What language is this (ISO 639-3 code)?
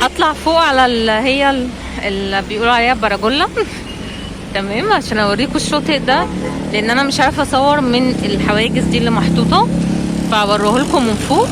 arz